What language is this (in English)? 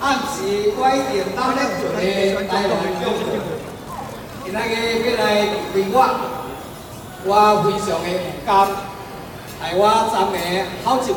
Min Nan Chinese